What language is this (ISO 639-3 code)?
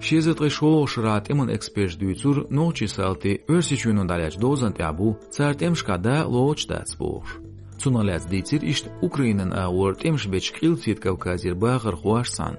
che